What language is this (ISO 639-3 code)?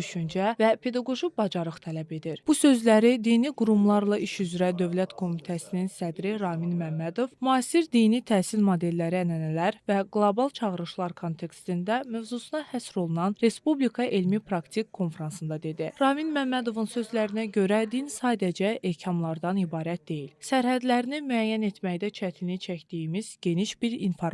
aze